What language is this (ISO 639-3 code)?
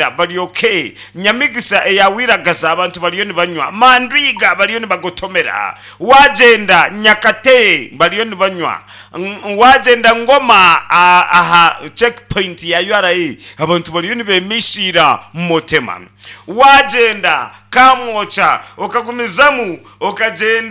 nyn